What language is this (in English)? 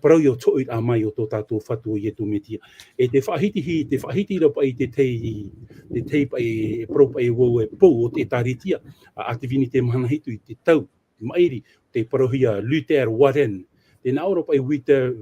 Tahitian